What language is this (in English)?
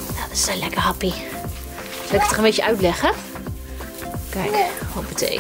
Dutch